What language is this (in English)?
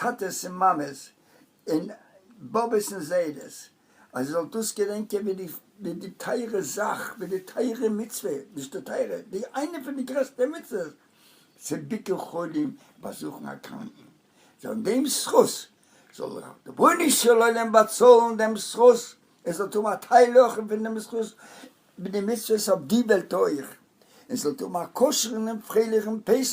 Yiddish